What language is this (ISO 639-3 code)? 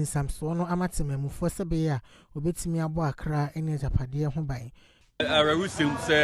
aka